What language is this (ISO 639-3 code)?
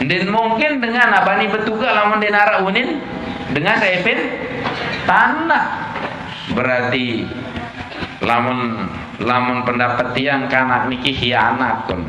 sas